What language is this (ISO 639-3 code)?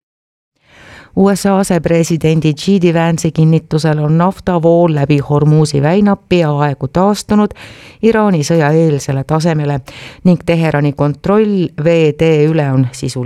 est